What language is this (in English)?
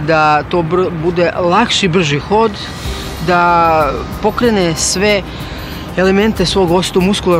Serbian